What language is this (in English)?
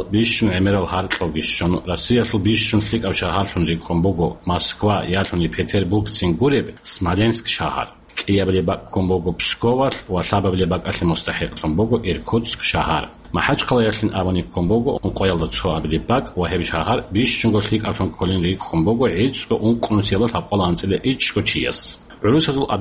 Avaric